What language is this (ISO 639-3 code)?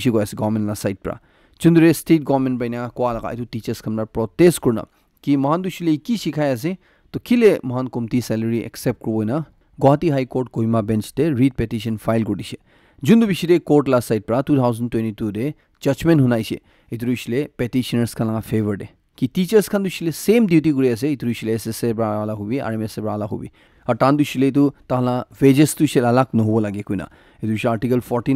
nag